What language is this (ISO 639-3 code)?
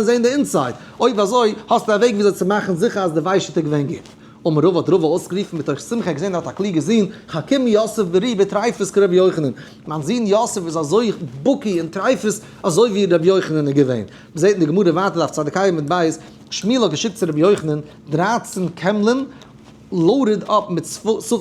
yid